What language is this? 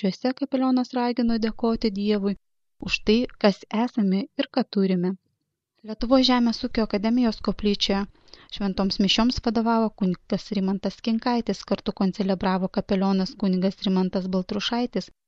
Lithuanian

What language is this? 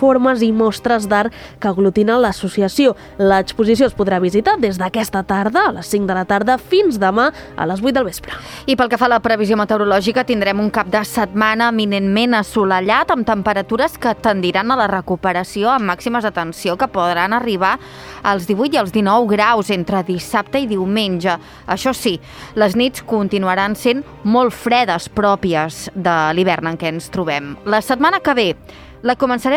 Catalan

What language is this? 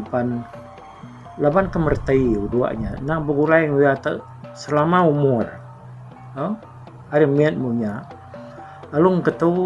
Iban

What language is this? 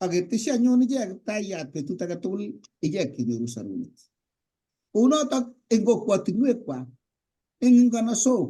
Kalenjin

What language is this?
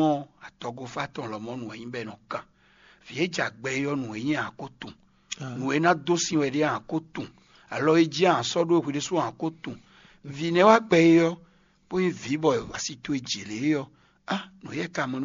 Fon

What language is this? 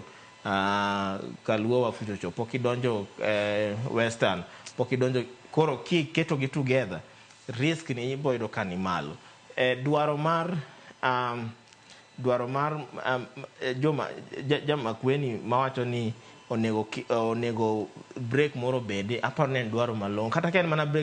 Luo (Kenya and Tanzania)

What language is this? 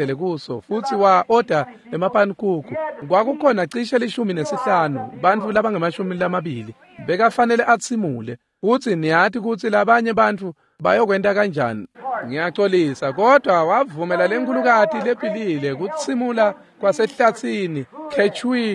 Swati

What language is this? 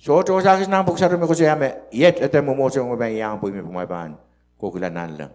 Pohnpeian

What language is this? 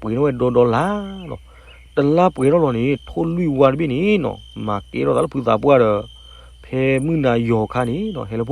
S'gaw Karen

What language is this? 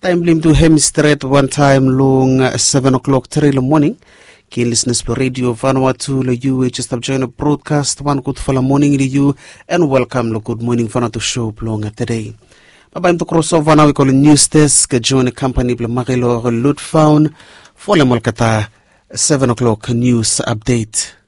Bislama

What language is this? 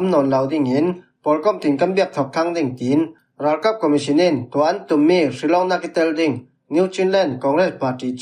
Falam Chin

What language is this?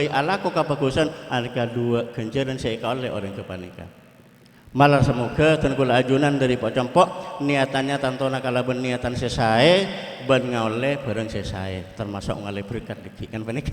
Madurese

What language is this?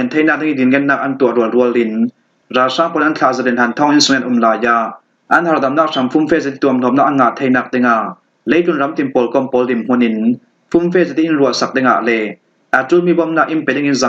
Falam Chin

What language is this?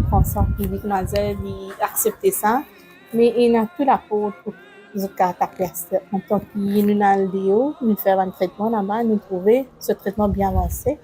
Morisyen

